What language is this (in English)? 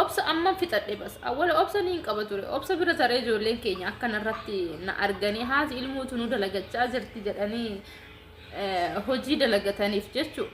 Oromo